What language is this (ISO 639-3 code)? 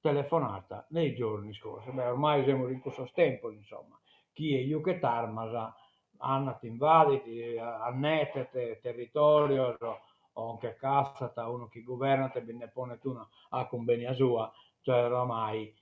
srd